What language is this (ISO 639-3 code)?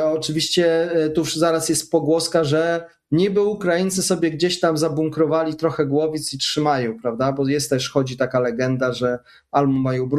pol